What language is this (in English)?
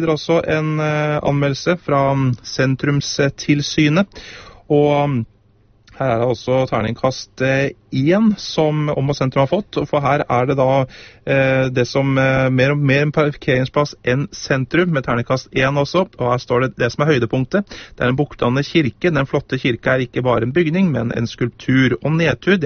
Norwegian